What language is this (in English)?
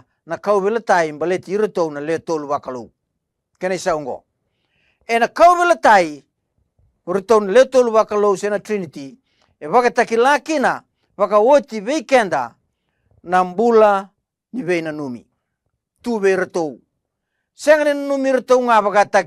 Fijian